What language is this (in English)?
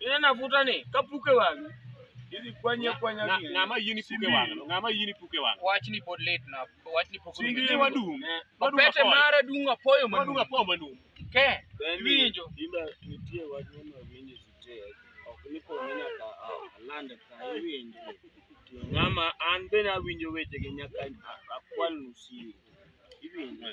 Luo (Kenya and Tanzania)